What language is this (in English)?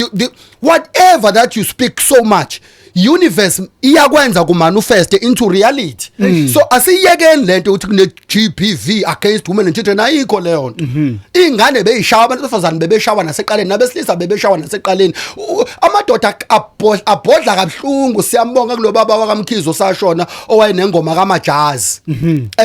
Zulu